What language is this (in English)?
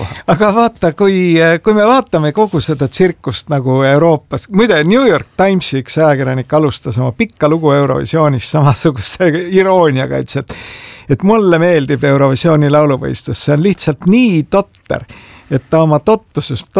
Estonian